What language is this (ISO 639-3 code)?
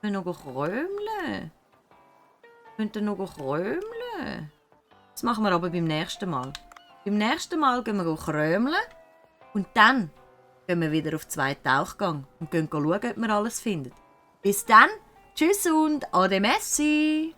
gsw